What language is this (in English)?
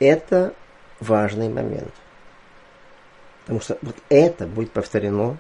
Russian